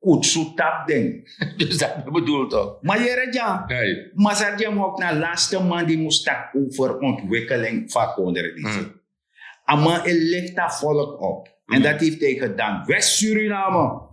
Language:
Sranan Tongo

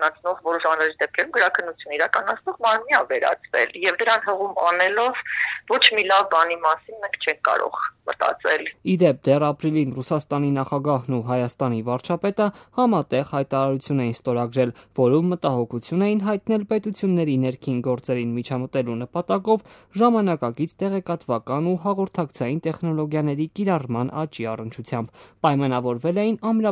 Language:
Armenian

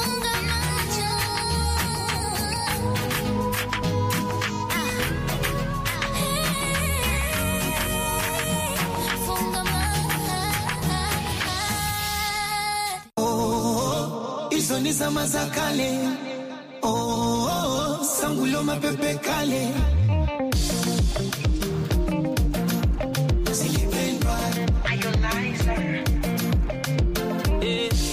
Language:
Swahili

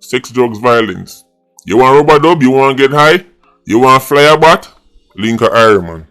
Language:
Jamaican Creole English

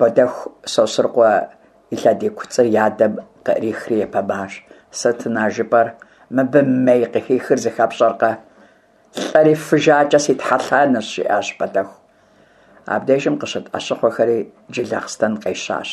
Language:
Kabardian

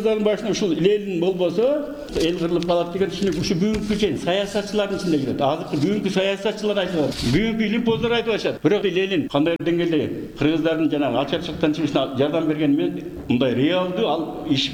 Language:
Kyrgyz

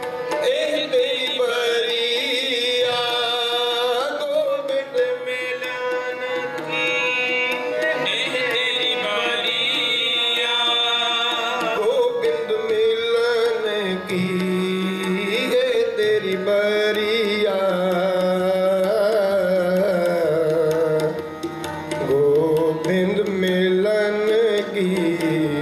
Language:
Punjabi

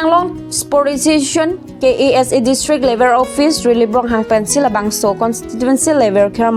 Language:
Karbi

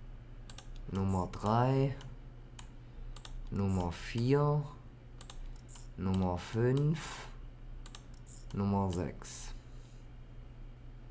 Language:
German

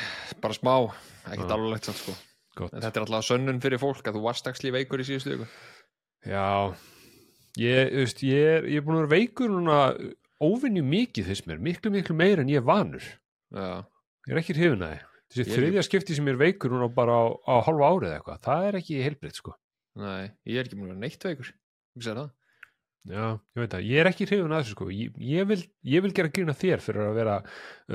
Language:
Icelandic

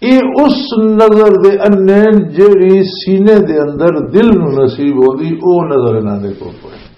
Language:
Western Panjabi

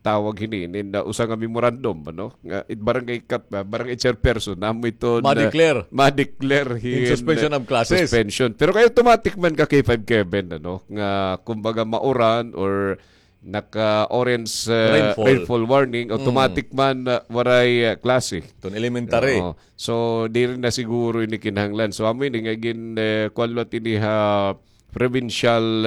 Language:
Waray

